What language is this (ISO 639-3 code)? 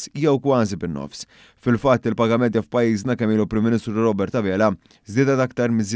mlt